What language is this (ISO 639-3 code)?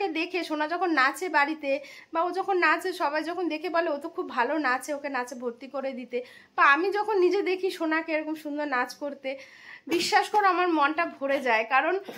ben